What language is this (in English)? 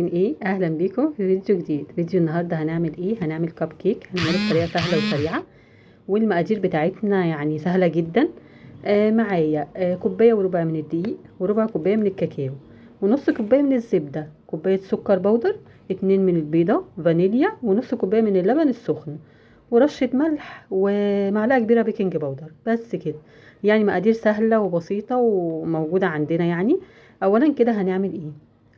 Egyptian Arabic